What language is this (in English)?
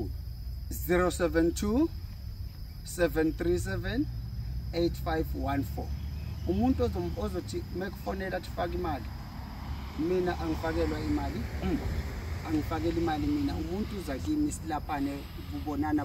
Zulu